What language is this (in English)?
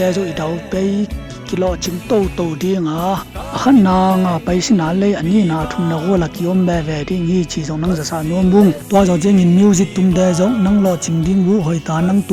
Tedim Chin